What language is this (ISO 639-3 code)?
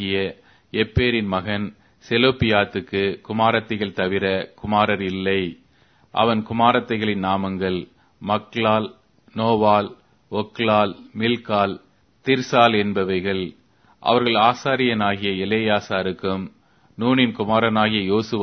tam